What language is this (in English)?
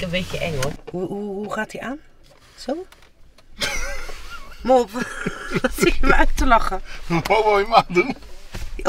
Dutch